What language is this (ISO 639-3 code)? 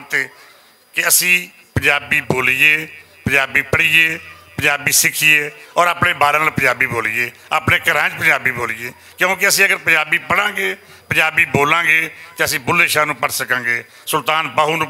lah